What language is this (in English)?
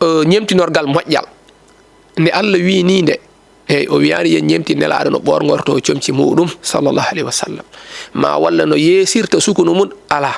Fula